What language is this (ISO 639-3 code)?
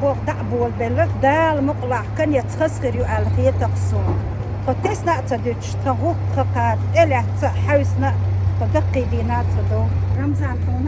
che